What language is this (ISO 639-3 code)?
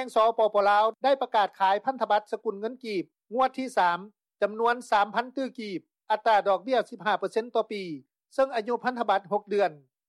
lao